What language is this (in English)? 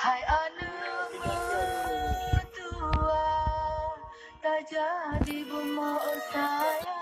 Achinese